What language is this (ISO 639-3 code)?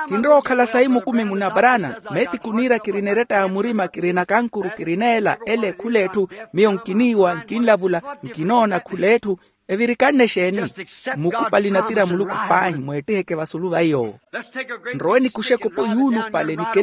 vmw